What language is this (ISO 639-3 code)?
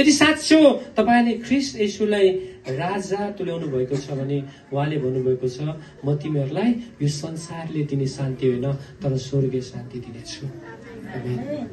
nep